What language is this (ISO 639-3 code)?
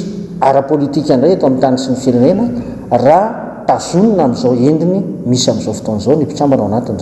mlg